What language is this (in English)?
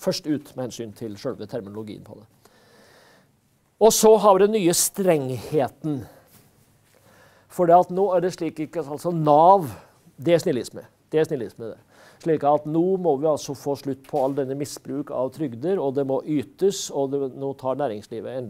Norwegian